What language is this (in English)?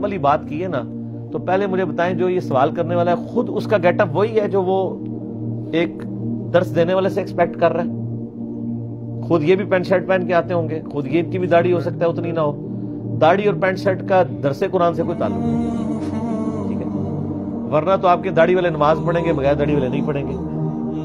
Urdu